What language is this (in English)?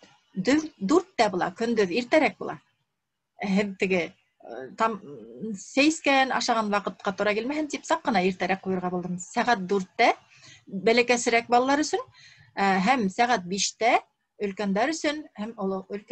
Bashkir